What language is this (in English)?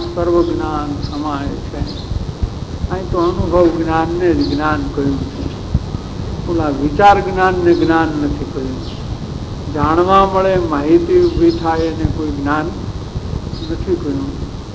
Gujarati